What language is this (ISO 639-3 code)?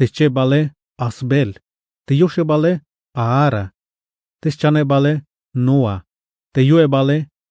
tzh